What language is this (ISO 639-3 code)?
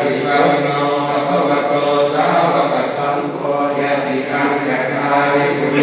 pli